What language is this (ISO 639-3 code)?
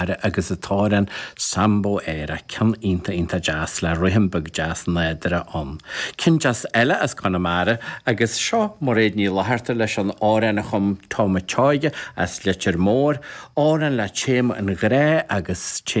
gle